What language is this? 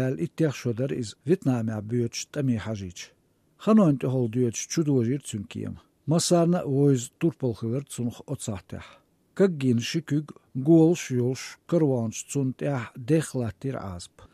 Chechen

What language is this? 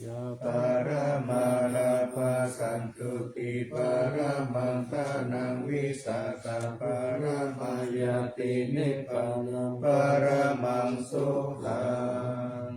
Pali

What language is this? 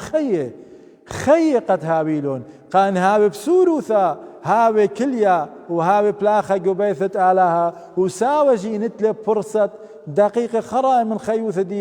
Assyrian Neo-Aramaic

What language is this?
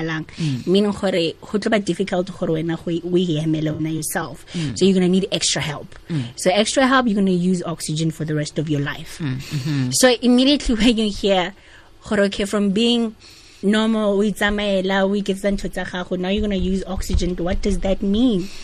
Tswana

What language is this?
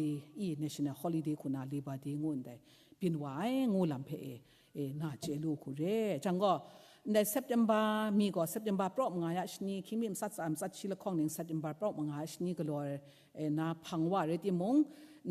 Kachin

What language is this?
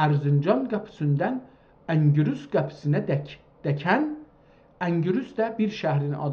South Azerbaijani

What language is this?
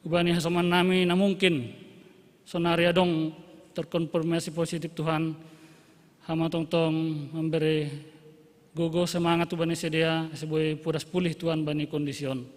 Batak Simalungun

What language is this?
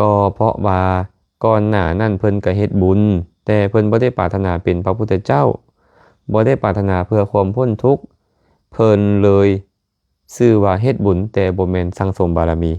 Lao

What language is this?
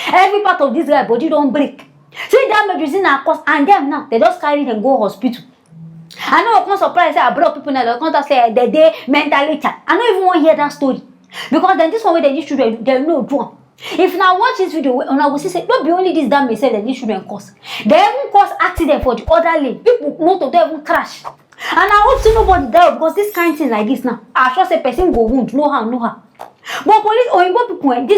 Nigerian Pidgin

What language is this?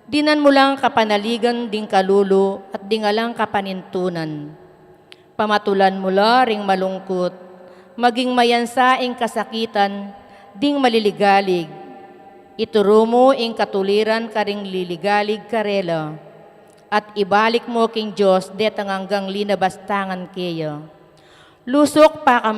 Pampanga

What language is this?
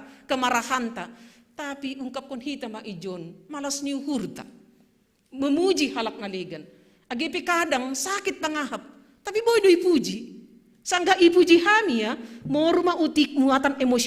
Batak Simalungun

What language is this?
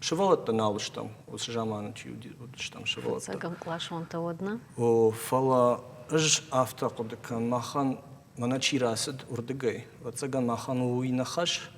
Ossetic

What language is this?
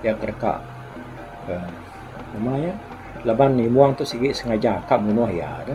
Iban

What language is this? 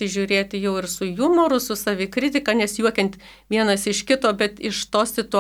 Lithuanian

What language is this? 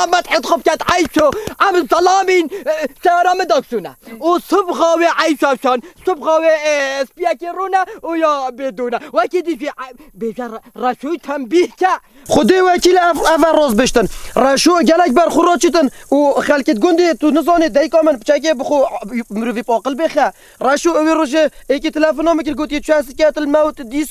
Kurdish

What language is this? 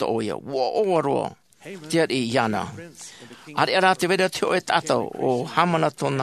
Tahitian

